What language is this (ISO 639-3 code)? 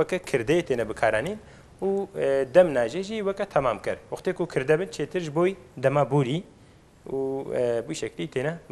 kur